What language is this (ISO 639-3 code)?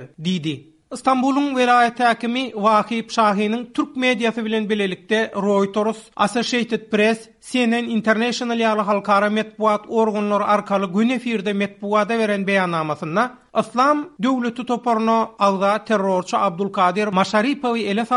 tuk